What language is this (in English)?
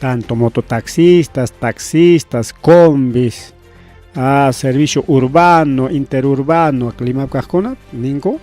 Ayacucho Quechua